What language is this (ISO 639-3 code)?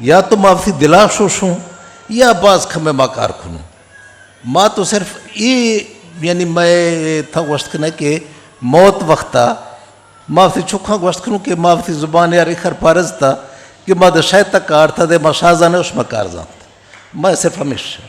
bgp